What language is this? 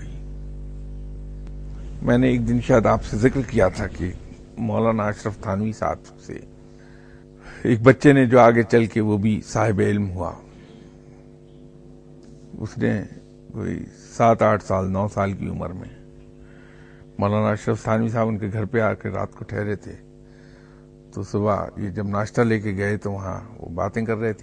Urdu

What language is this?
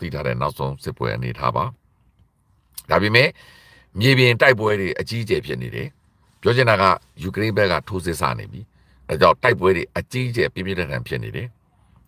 Burmese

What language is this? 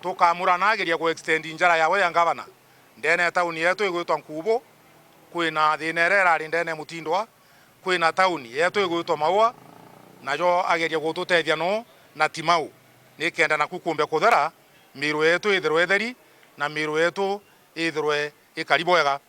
Meru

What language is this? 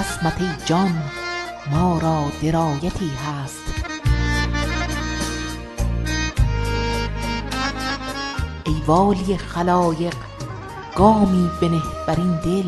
Persian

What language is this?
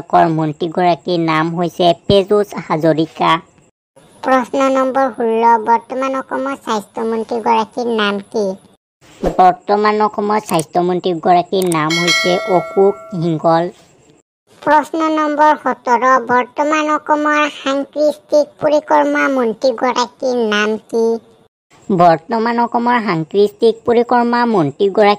Assamese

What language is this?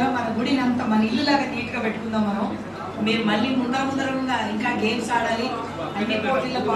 Telugu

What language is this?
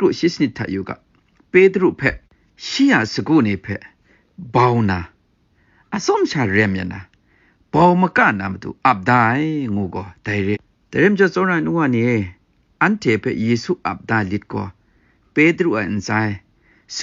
Kachin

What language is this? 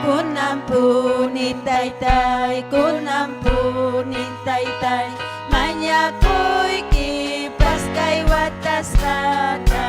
Ayacucho Quechua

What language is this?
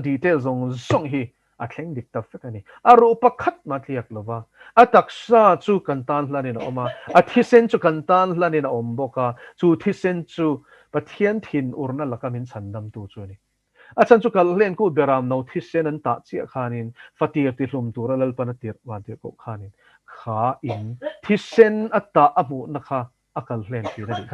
Mizo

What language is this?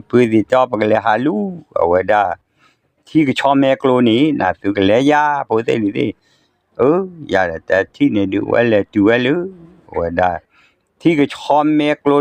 S'gaw Karen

